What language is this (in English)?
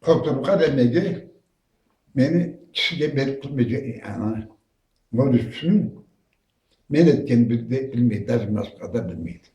Karachay-Balkar